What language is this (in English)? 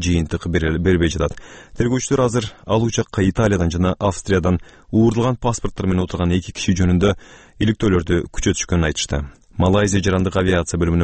Kyrgyz